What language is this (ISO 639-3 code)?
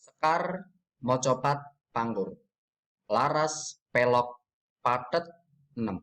jav